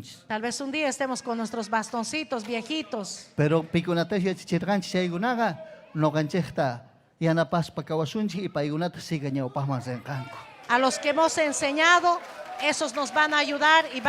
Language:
Ayacucho Quechua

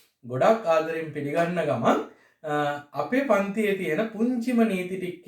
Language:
Sinhala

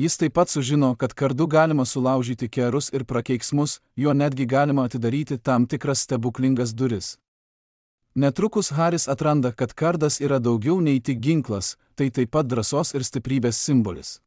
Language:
Lithuanian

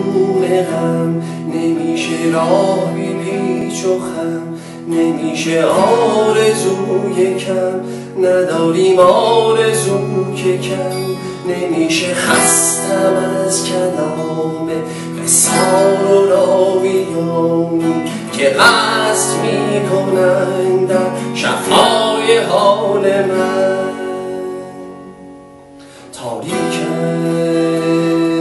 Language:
Persian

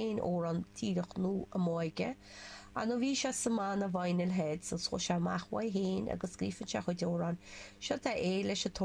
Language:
Irish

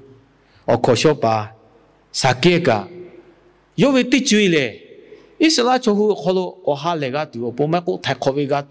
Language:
Lahu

